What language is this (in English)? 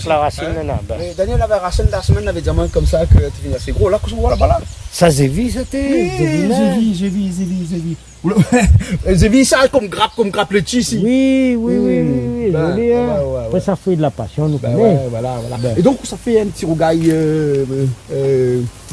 Réunion Creole French